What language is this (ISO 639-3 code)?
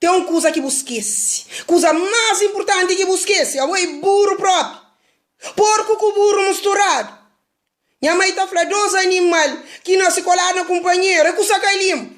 kea